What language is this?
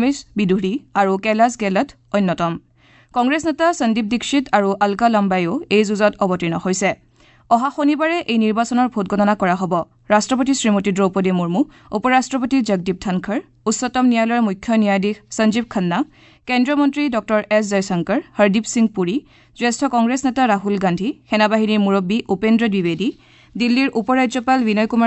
Assamese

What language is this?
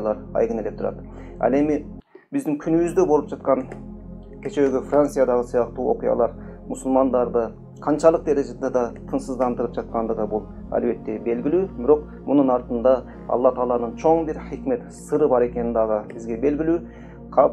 Kyrgyz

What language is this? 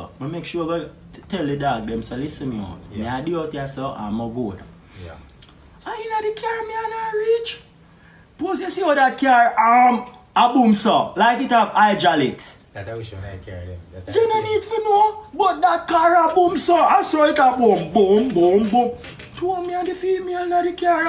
Jamaican Creole English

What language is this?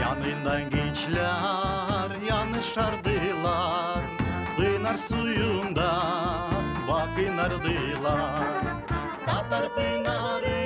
Gagauz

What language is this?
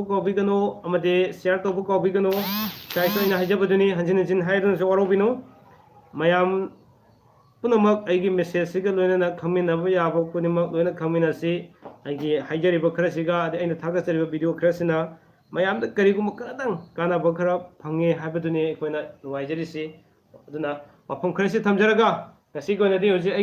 Manipuri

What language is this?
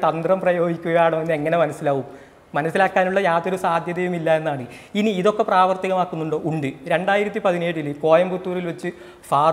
Malayalam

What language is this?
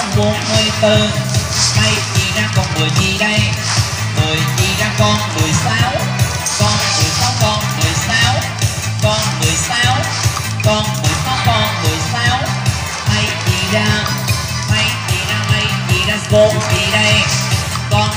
Vietnamese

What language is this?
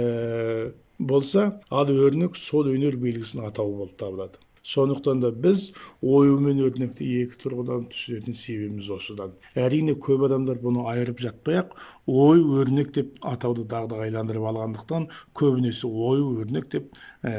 Kazakh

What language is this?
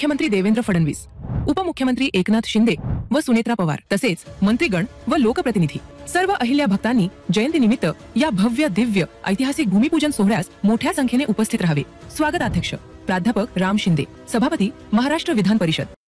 Marathi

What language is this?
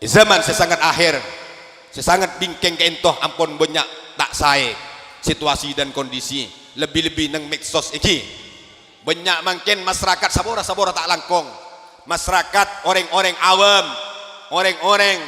Madurese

